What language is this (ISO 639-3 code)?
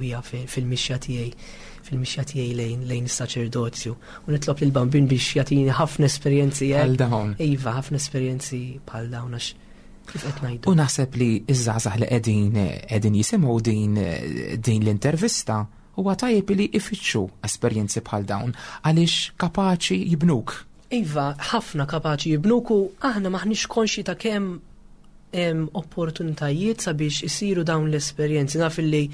mlt